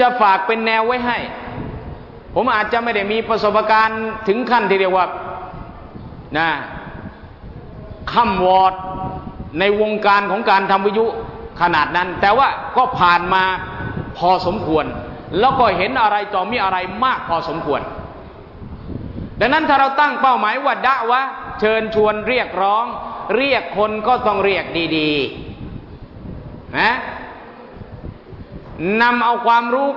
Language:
Thai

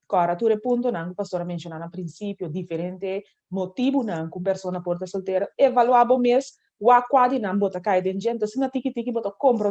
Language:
Papiamento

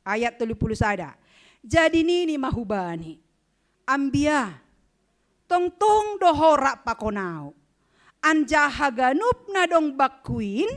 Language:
Batak Simalungun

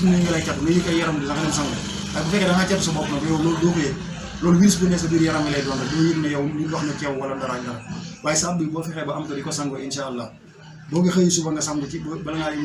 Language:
Wolof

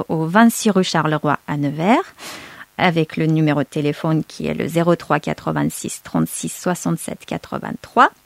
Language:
French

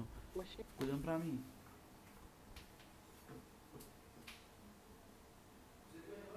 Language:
Portuguese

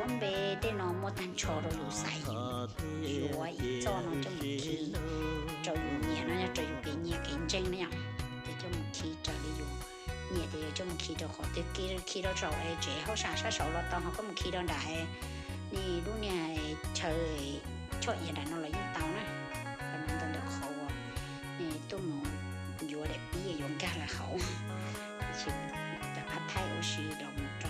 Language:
Hmong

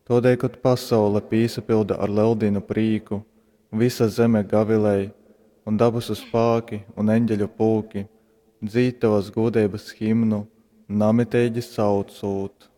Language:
Latgalian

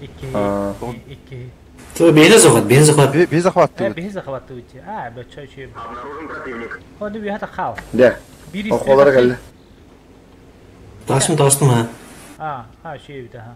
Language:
Yakut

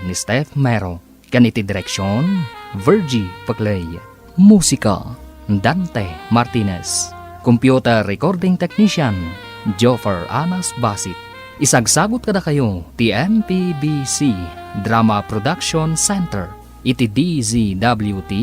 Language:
Iloko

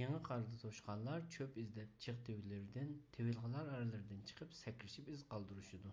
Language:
Uyghur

